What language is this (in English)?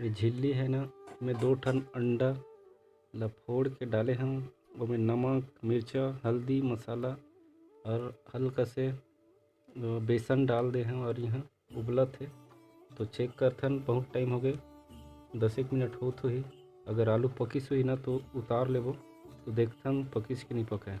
Chhattisgarhi